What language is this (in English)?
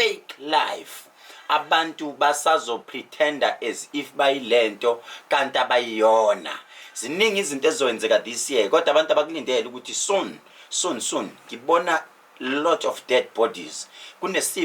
Zulu